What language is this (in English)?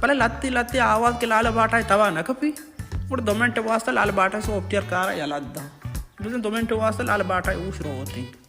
Baluchi